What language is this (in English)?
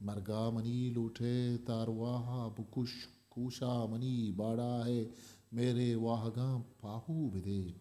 Eastern Balochi